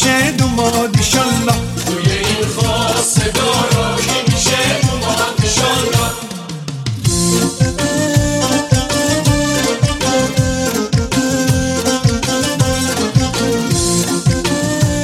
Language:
Persian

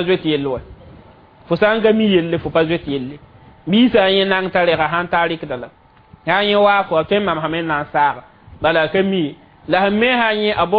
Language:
Mossi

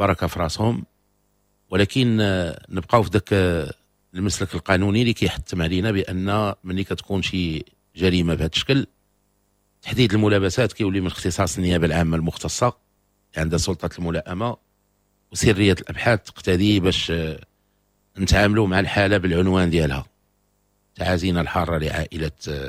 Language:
Moroccan Arabic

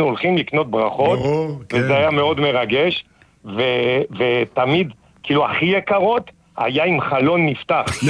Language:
Hebrew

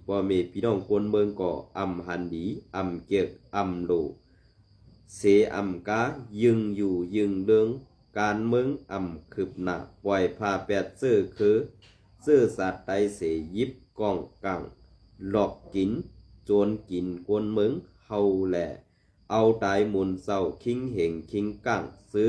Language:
Shan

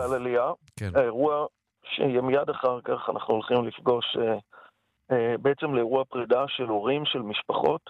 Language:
Hebrew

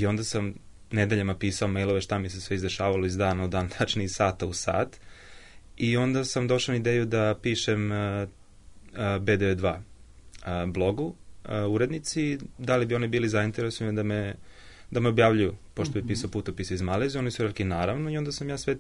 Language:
Serbian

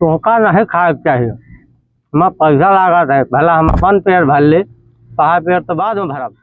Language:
Awadhi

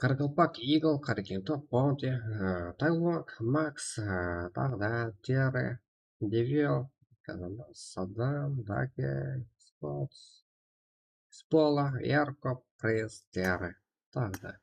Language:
Kara-Kalpak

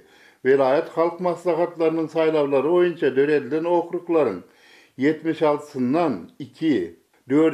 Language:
Turkmen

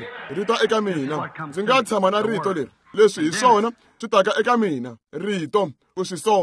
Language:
Tsonga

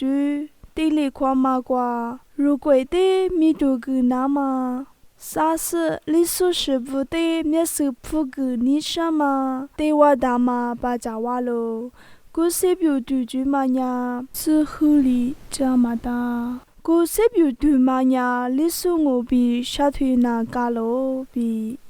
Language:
Lisu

